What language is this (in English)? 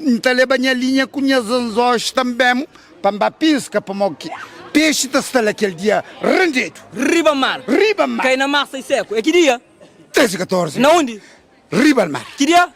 Kabuverdianu